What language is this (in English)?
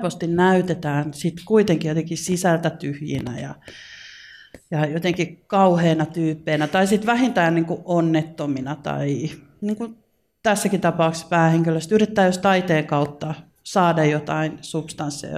Finnish